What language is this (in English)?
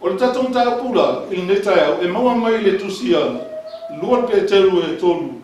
Samoan